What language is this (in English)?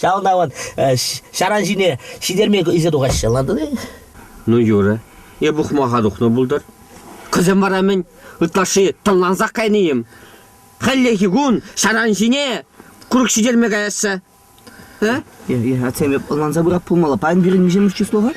Chuvash